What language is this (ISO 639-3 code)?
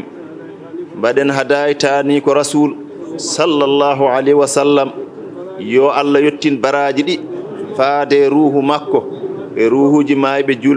ful